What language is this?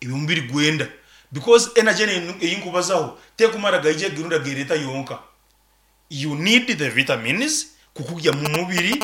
Nyankole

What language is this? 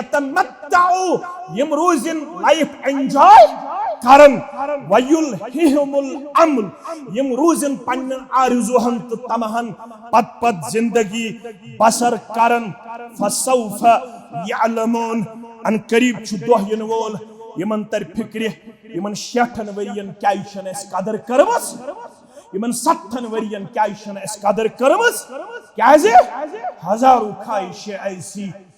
Kashmiri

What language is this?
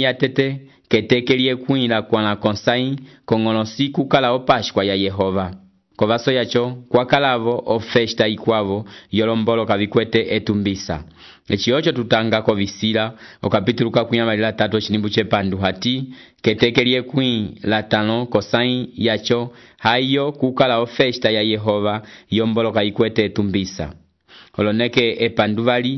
Umbundu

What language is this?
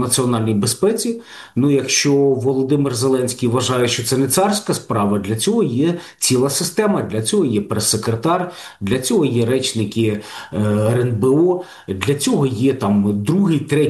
Ukrainian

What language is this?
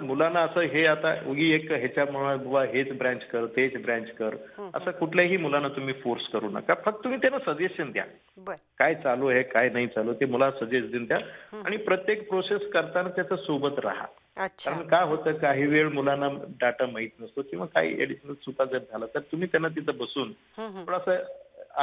Marathi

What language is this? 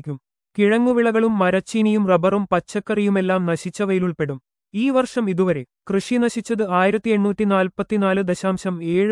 Malayalam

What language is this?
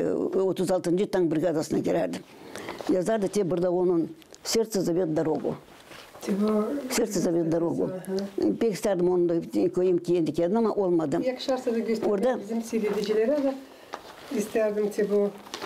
Gagauz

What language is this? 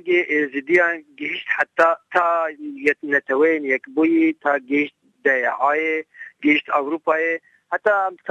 Kurdish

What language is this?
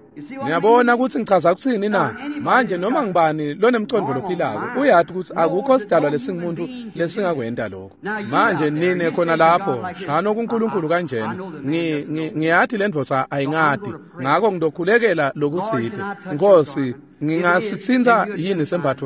Swati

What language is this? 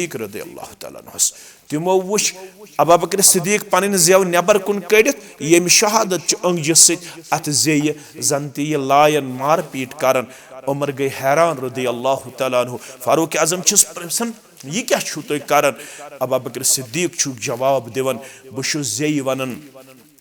Kashmiri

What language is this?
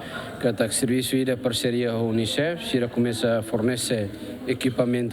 Tetum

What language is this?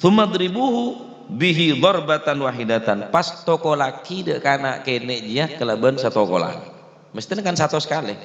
Madurese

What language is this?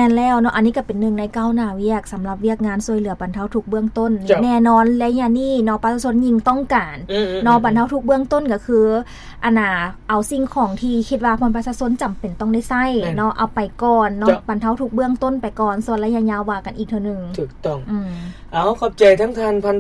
Lao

